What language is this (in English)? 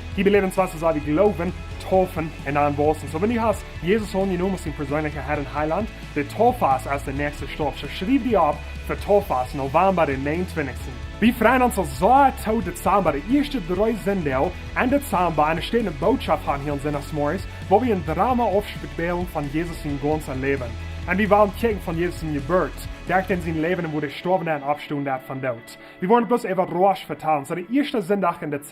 Plautdietsch